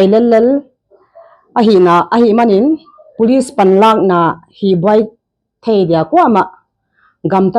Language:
Paite Chin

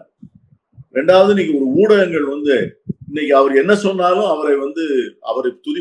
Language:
Tamil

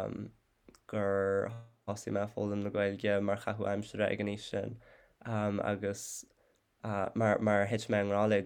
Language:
Irish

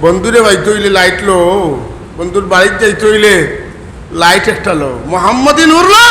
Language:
Sylheti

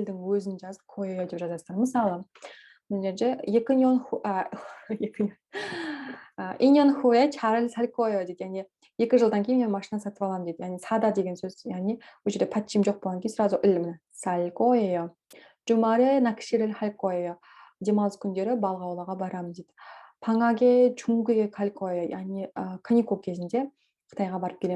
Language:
Kazakh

